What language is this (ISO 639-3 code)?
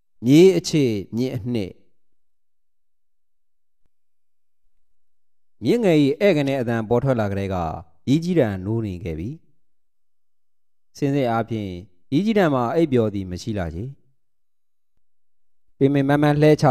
mya